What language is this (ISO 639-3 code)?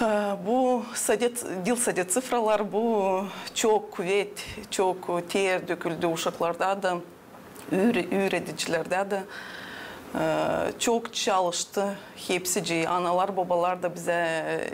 gag